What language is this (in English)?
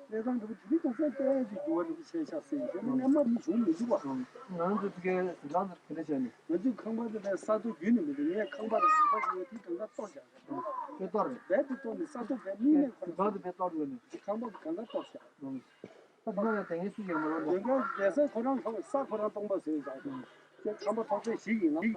Tibetan